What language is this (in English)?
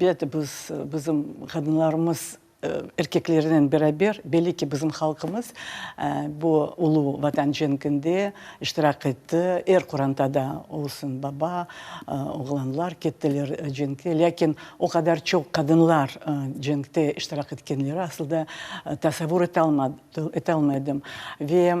Crimean Tatar